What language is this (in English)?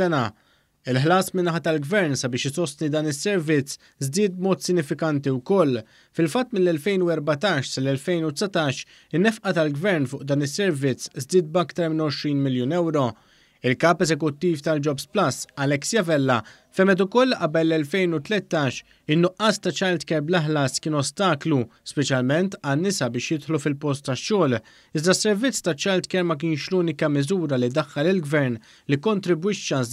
Maltese